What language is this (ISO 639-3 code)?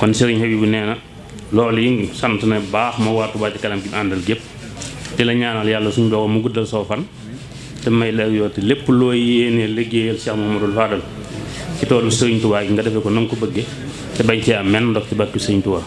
wol